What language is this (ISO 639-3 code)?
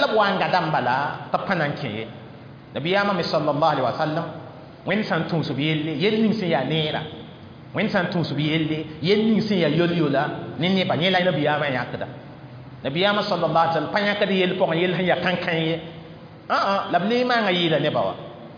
mos